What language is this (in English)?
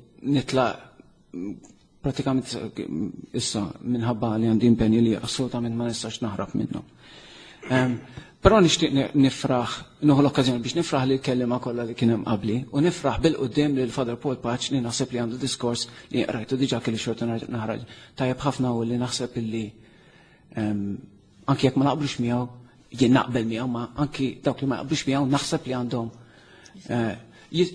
Maltese